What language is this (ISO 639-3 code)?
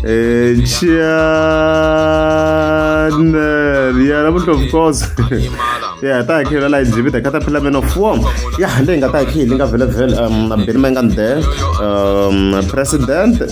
tso